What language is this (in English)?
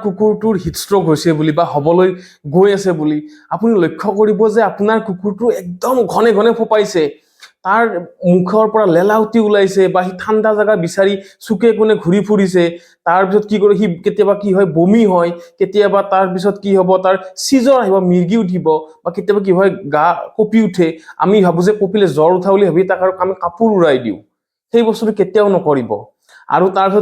Assamese